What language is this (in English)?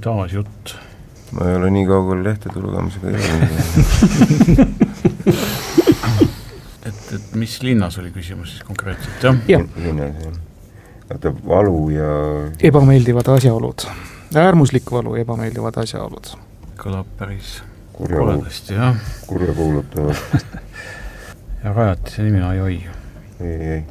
Estonian